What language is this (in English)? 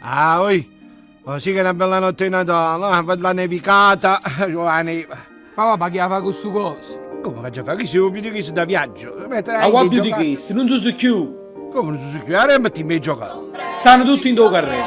Neapolitan